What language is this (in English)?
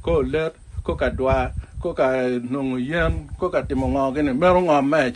Acoli